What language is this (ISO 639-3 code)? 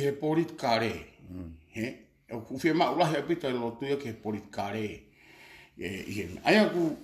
ton